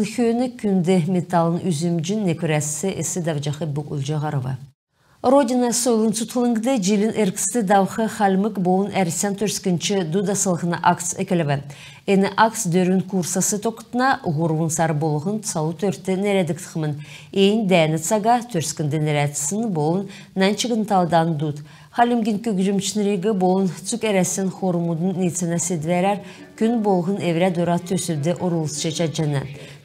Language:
Kalmyk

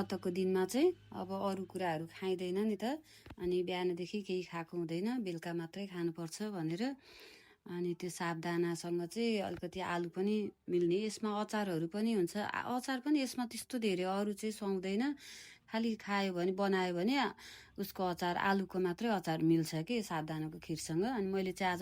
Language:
Nepali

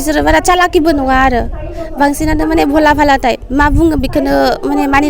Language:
Bodo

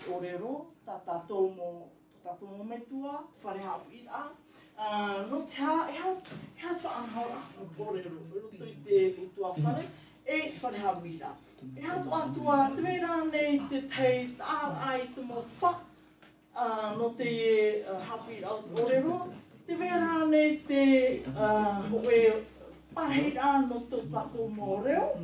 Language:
Tahitian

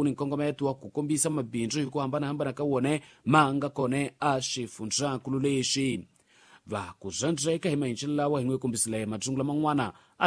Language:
Tsonga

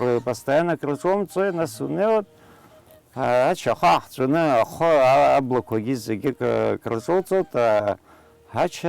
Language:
Abkhazian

